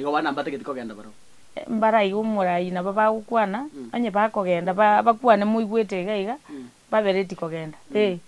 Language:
Gusii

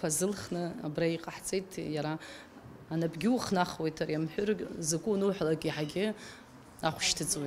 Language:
Abkhazian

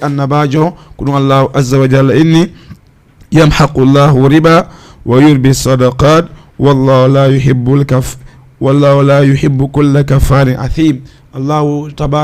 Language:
Fula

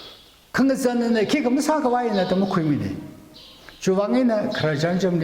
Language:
Tangkhul Naga (India)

